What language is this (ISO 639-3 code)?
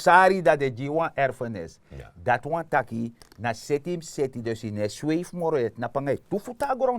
srn